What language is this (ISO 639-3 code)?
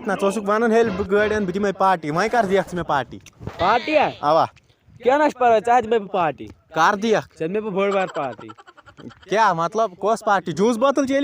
kas